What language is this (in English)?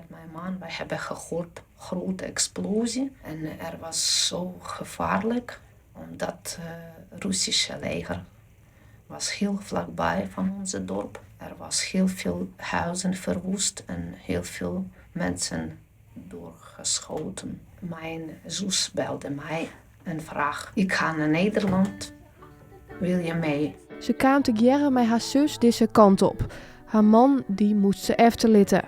Western Frisian